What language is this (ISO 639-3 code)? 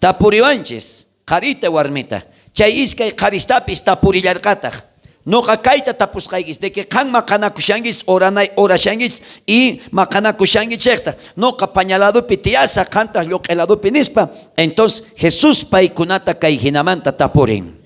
quh